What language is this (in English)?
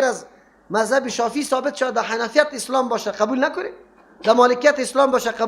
Persian